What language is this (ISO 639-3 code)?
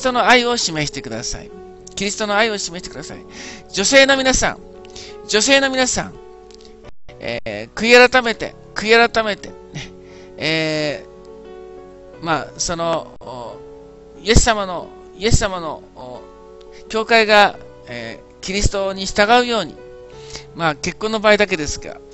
jpn